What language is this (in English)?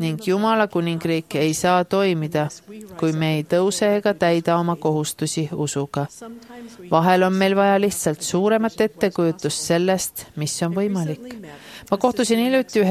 Estonian